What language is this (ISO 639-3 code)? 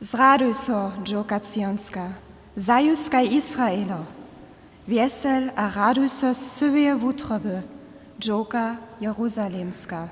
hsb